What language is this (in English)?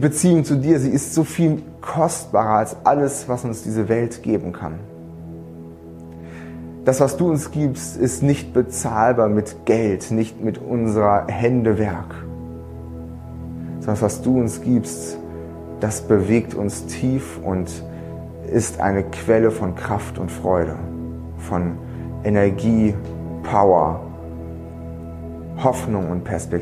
German